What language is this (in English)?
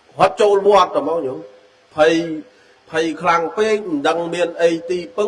Khmer